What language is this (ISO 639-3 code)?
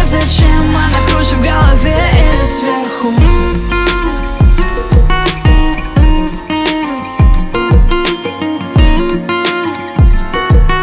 rus